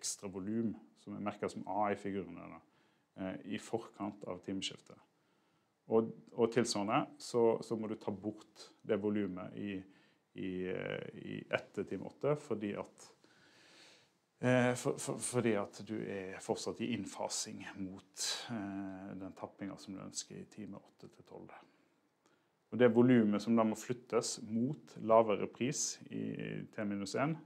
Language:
Norwegian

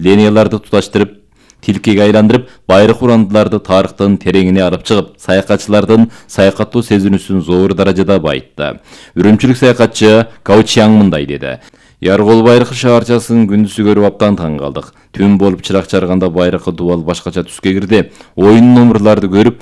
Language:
Kyrgyz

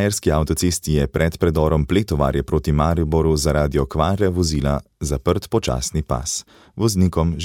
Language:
Slovenian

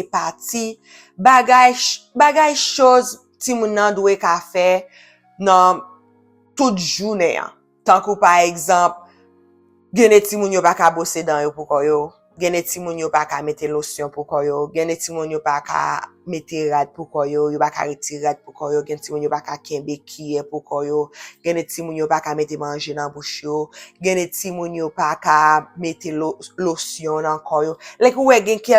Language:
Haitian Creole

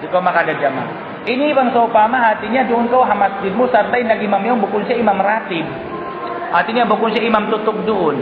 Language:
Tausug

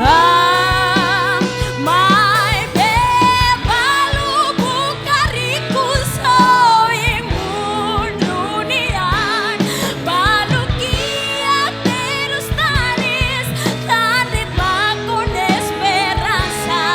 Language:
Tetum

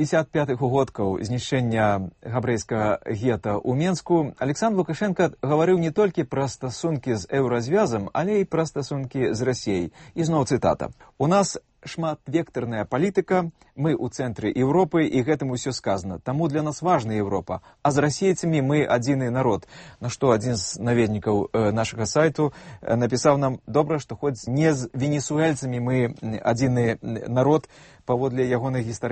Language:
Belarusian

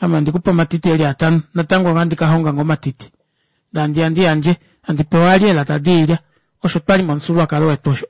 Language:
Kuanyama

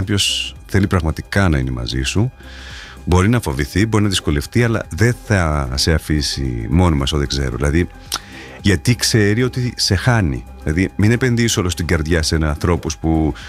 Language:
Greek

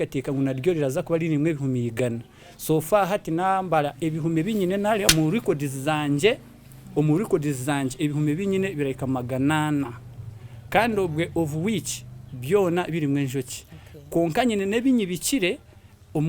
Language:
Nyankole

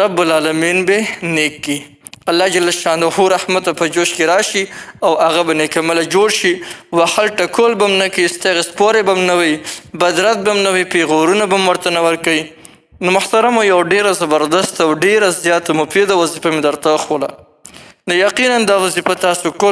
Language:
Pashto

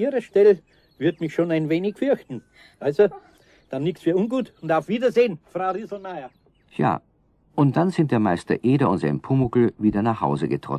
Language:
German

